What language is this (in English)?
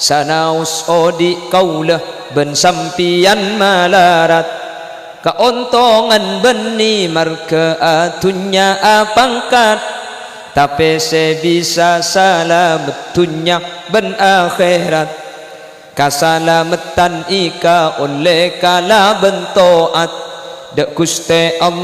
Madurese